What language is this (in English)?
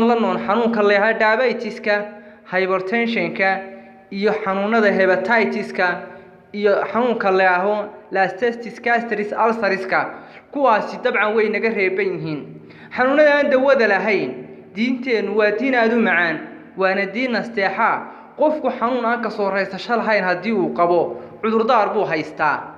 Somali